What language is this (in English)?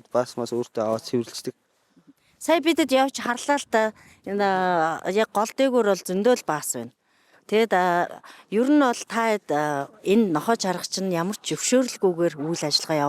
Mongolian